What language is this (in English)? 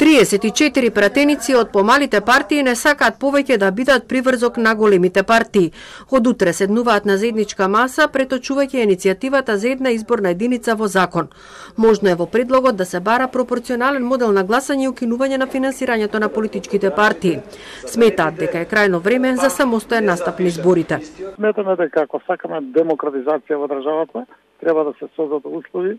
Macedonian